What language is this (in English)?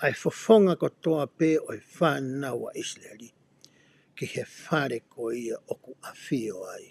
Tongan